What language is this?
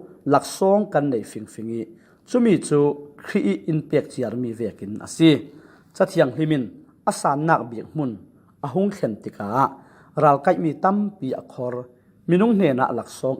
Falam Chin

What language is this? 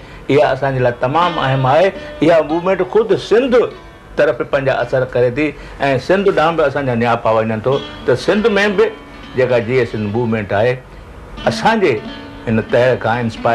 Sindhi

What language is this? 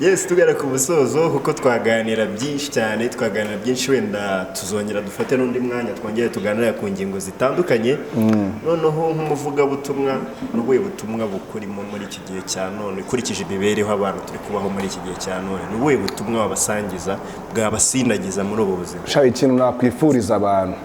Kinyarwanda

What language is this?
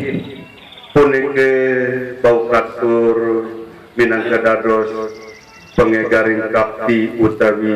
Sasak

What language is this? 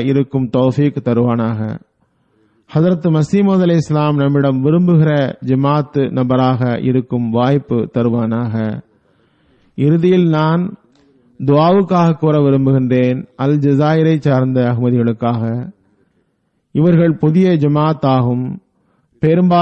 Tamil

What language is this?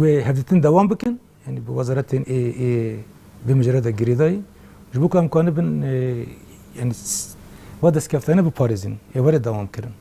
Kurdish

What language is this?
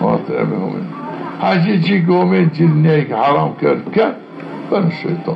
Zaza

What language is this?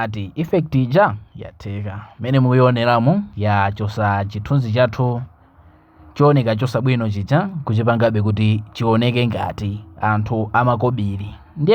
Nyanja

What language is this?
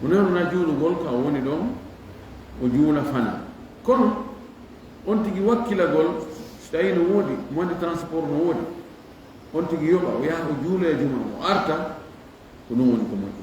Fula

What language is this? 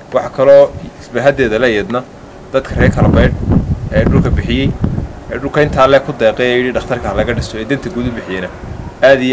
Somali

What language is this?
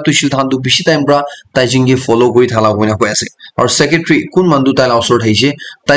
Naga Pidgin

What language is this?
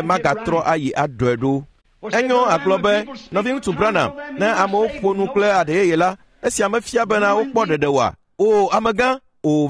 Ewe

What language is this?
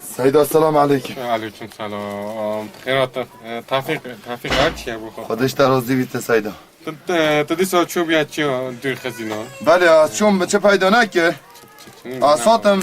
Kurdish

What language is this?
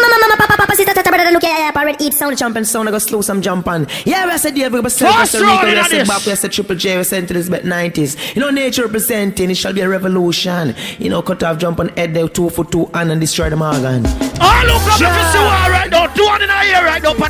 Jamaican Creole English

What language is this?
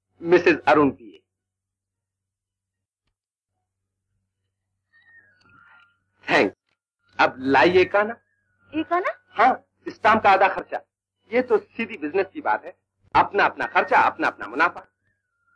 Hindi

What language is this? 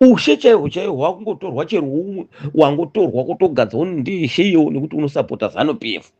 Shona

